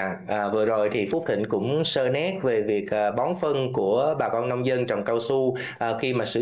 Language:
Vietnamese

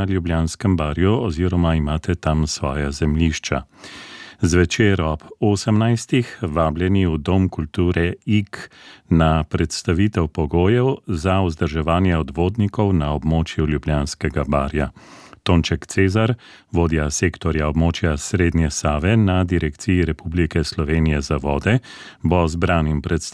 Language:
Slovenian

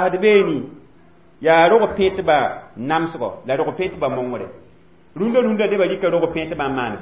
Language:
Mossi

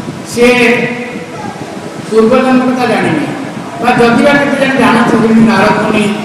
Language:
Odia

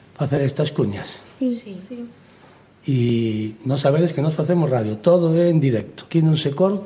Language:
Galician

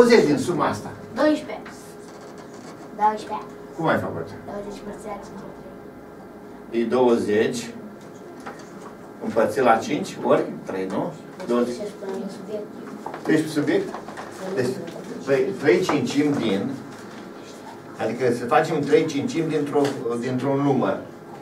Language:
Romanian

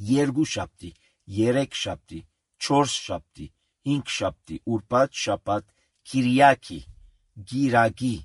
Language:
Armenian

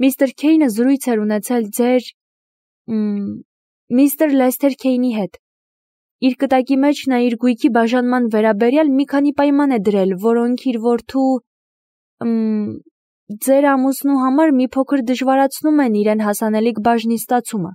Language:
Armenian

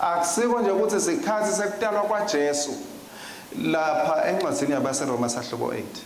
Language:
Swati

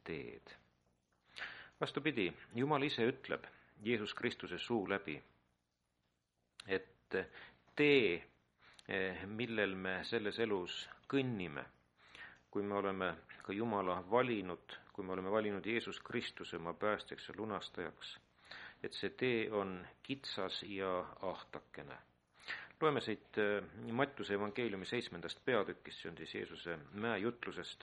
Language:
Estonian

